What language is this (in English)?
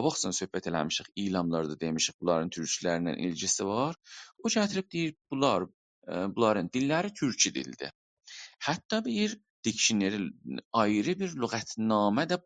South Azerbaijani